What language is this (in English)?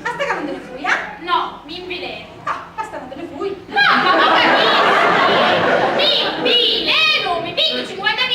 Sicilian